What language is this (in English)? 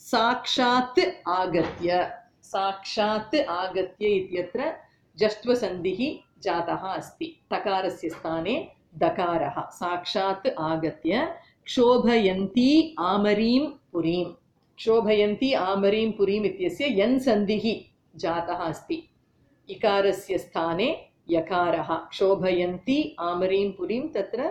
Sanskrit